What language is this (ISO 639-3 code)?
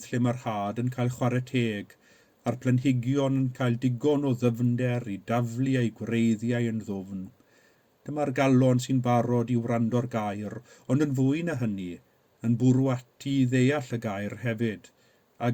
cym